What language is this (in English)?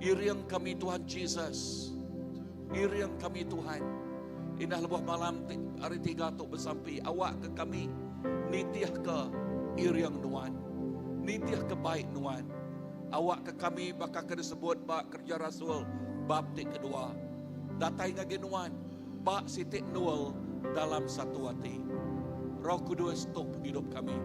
Iban